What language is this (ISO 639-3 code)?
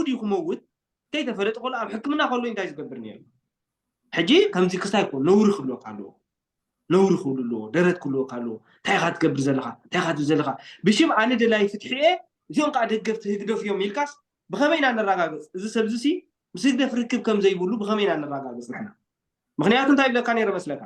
tir